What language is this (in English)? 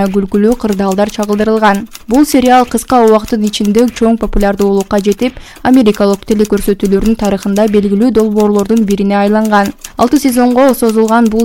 Kyrgyz